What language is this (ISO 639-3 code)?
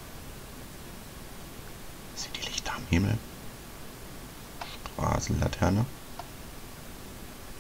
deu